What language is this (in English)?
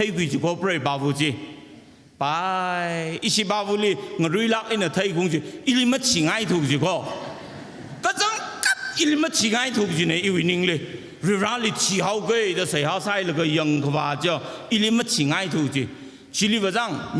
Tangkhul Naga (India)